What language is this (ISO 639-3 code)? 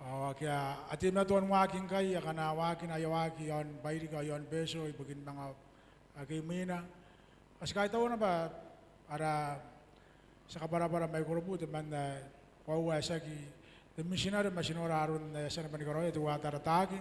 gil